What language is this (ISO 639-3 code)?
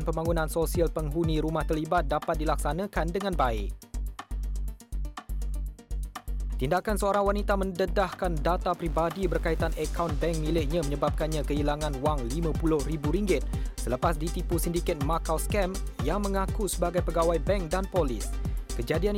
msa